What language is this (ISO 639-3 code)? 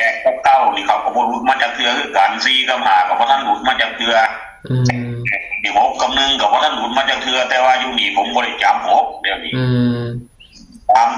tts